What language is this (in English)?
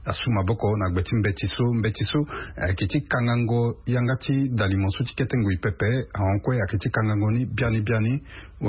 Sango